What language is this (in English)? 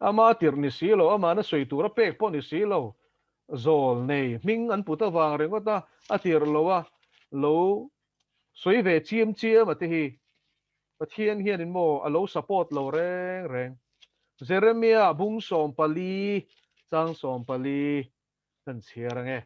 Mizo